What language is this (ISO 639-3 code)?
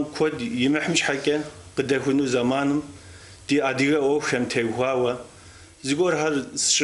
kbd